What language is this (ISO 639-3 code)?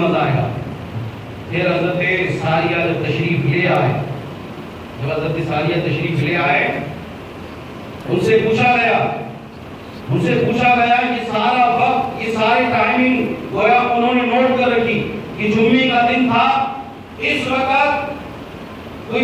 urd